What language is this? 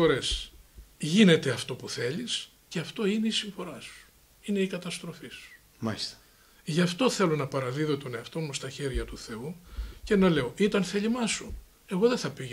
Greek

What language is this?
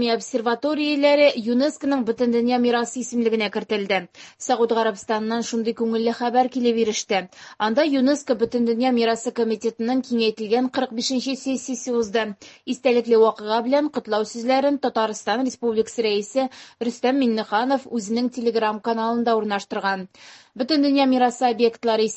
Tatar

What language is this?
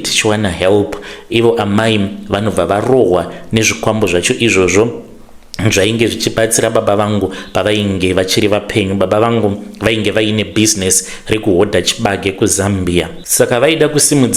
Shona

